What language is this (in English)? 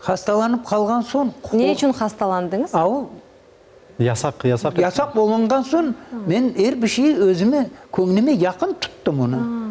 Crimean Tatar